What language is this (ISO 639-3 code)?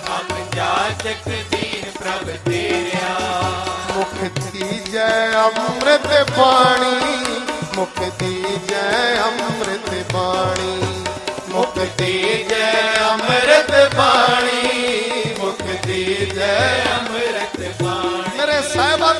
pan